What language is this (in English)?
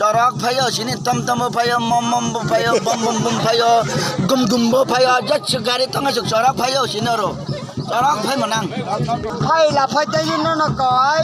Kok Borok